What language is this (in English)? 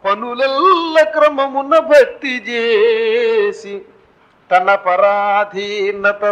Telugu